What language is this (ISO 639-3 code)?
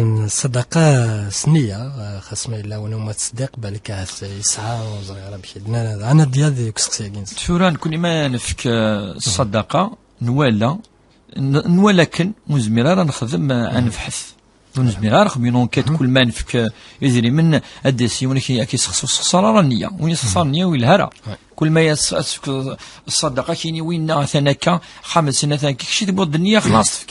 kab